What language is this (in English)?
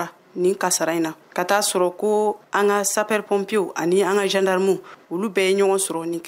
Bambara